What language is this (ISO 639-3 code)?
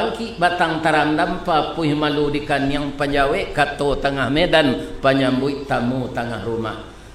min